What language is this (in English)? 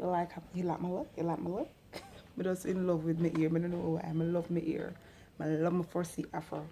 Jamaican Creole English